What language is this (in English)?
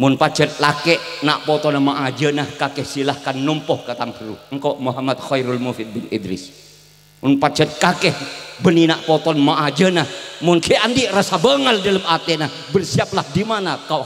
Madurese